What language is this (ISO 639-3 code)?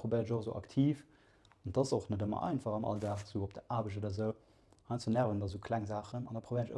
ltz